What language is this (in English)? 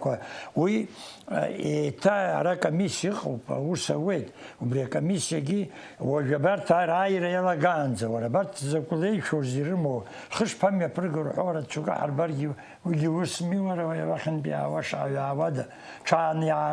Abkhazian